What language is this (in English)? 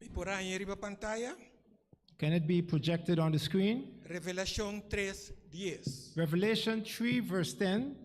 Papiamento